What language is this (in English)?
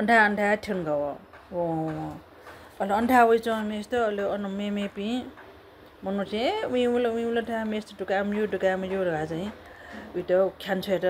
Newari